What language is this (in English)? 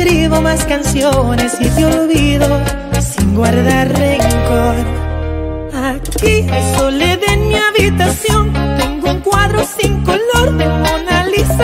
Spanish